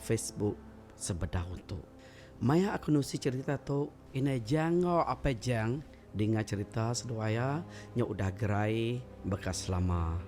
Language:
Iban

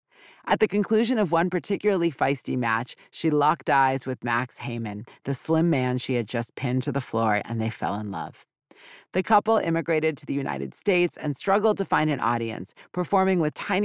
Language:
English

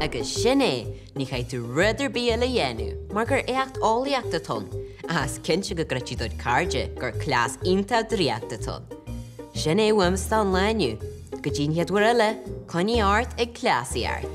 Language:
Irish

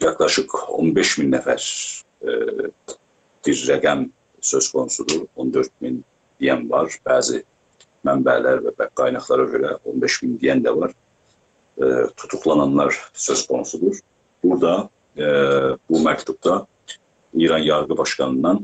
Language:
South Azerbaijani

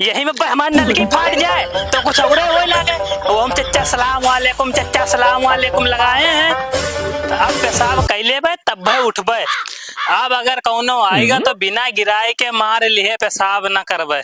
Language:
Awadhi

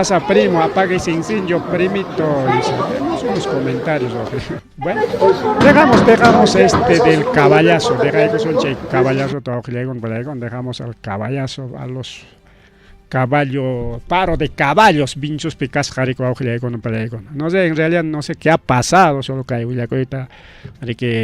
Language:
Ayacucho Quechua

